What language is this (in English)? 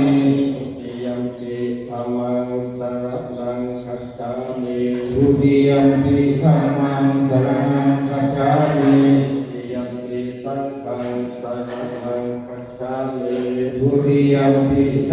Pali